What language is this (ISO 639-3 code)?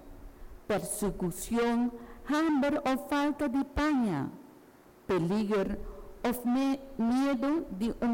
pap